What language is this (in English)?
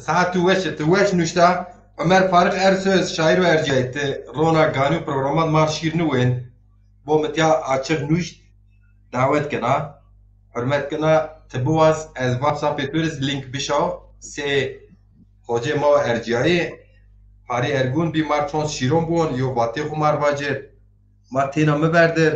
Zaza